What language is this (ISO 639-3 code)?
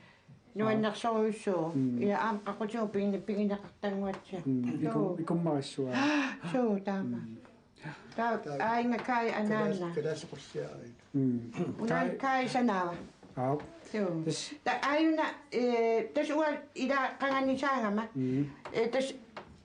kal